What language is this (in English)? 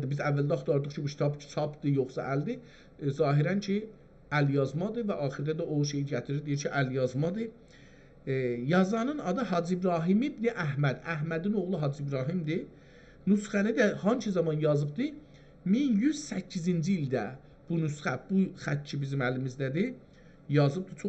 South Azerbaijani